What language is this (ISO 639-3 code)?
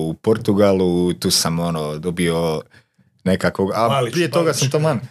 hrv